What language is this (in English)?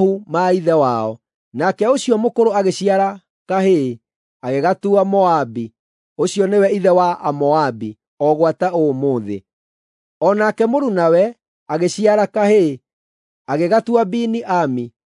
Kikuyu